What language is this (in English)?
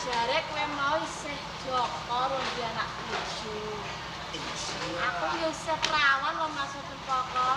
Javanese